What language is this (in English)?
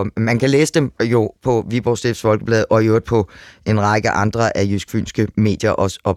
Danish